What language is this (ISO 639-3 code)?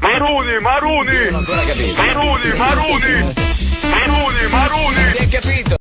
scn